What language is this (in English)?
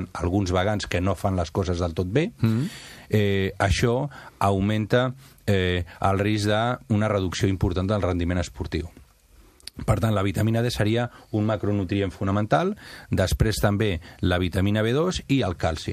Catalan